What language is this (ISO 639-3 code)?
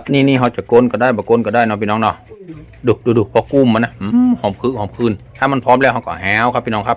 lao